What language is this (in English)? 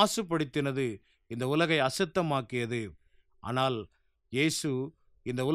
Tamil